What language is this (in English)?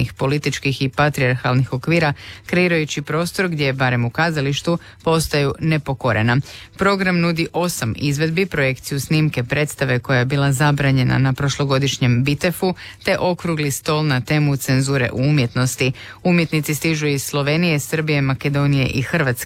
Croatian